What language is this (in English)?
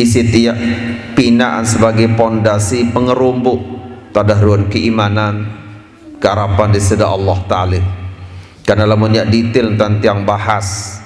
Sasak